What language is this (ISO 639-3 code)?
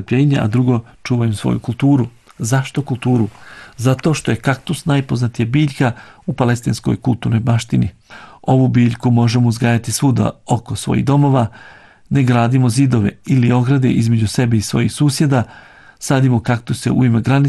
bos